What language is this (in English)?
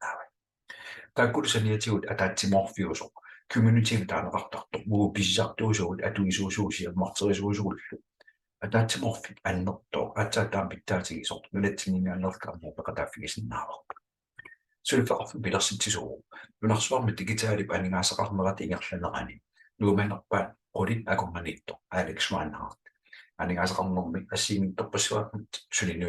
Kalaallisut